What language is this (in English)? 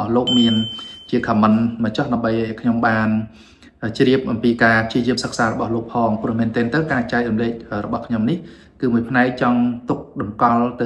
Khmer